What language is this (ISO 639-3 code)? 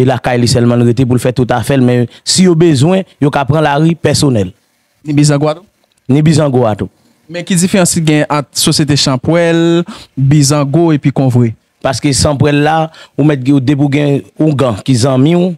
hat